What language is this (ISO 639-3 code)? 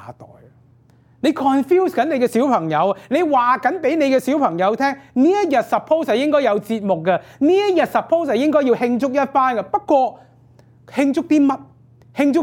yue